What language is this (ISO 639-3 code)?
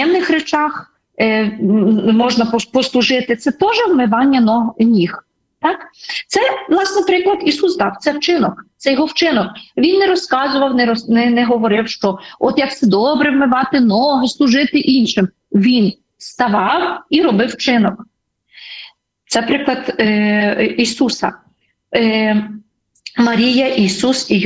ukr